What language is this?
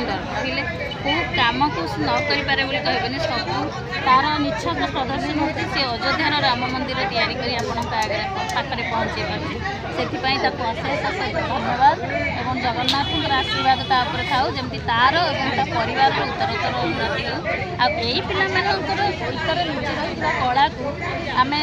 Odia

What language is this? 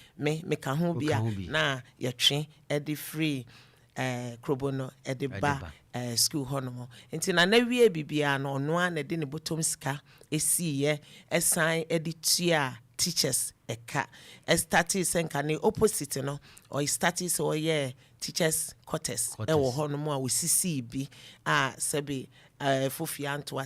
Akan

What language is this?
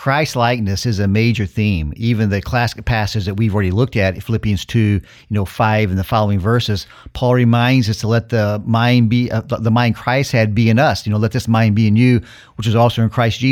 English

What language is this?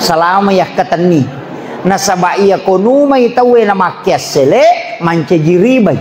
Buginese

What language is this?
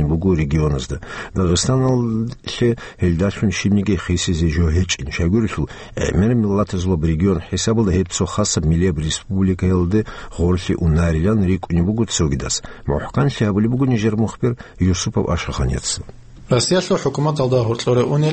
Avaric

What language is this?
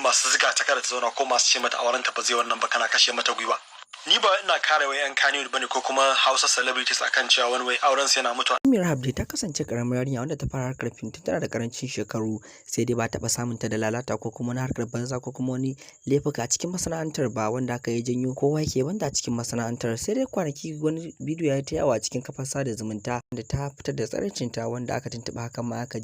Hausa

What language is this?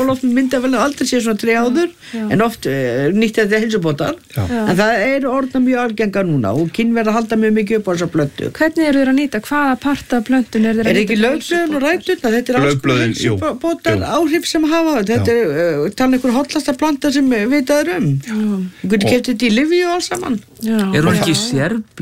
Icelandic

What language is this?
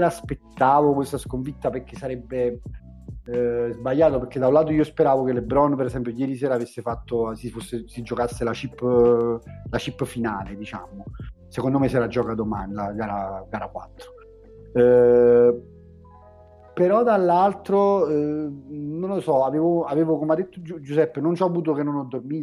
Italian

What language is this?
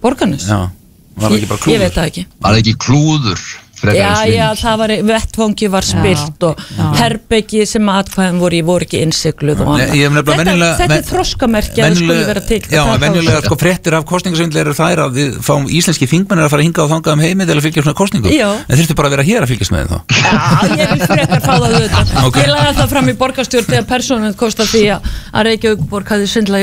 Icelandic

